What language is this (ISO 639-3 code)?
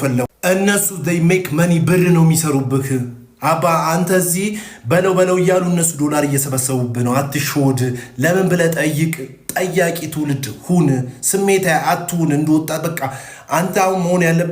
amh